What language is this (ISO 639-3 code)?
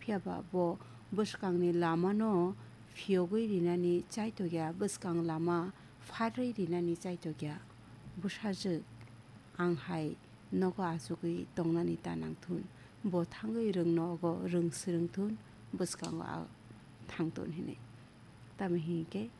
trp